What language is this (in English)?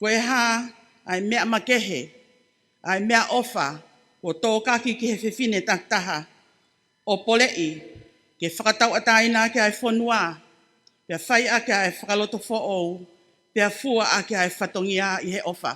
Tongan